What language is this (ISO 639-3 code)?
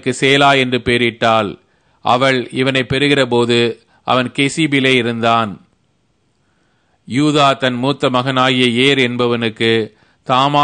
tam